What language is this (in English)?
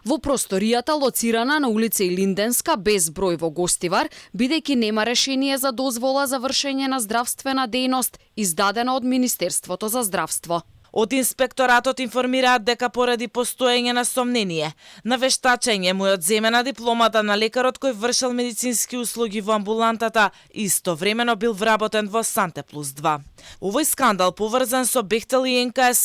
Macedonian